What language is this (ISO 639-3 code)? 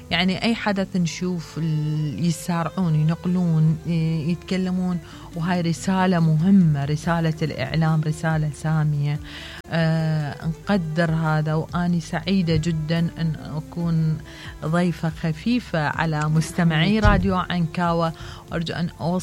acm